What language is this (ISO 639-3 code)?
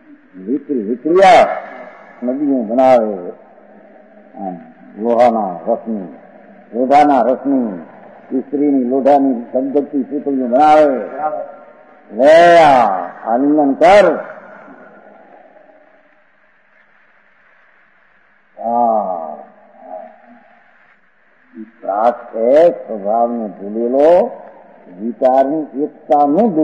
guj